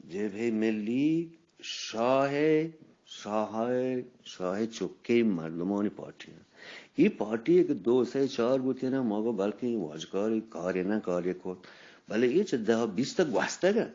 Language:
Eastern Balochi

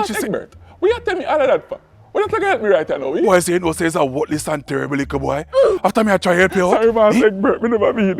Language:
Jamaican Creole English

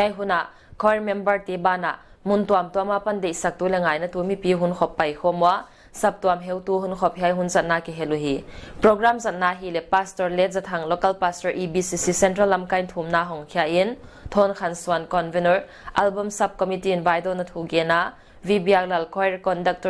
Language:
Paite Chin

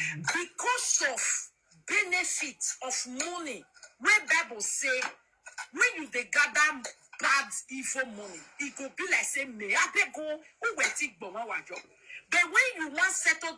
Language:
Nigerian Pidgin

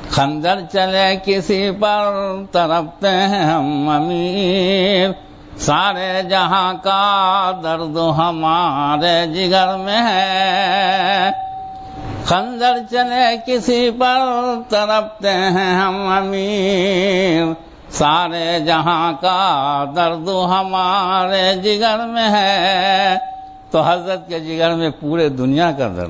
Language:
Urdu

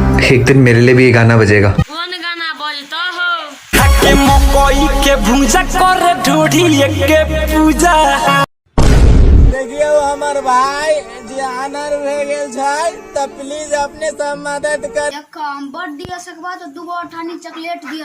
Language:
Maithili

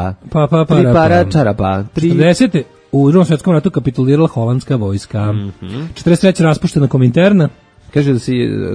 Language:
Serbian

